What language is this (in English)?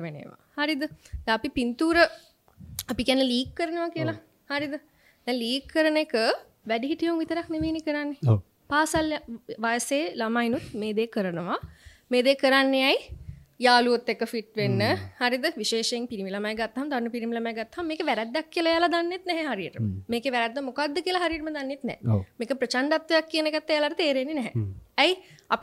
Sinhala